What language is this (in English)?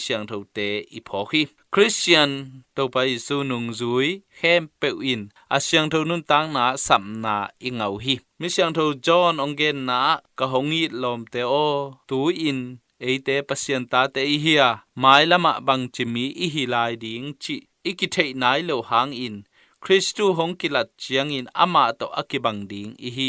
Tedim Chin